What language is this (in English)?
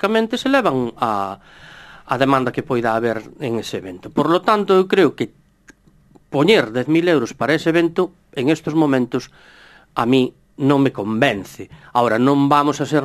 Galician